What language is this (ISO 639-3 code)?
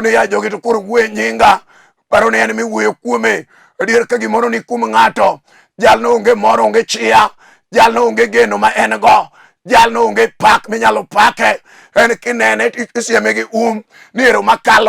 luo